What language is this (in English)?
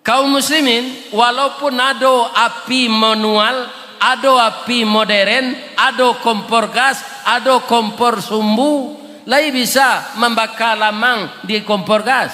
Minangkabau